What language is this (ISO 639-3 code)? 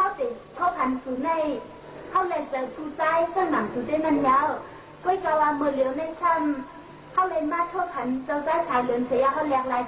shn